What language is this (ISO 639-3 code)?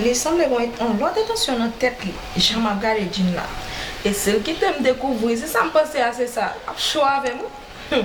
hat